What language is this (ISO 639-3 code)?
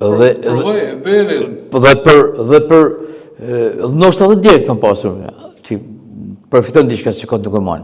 sqi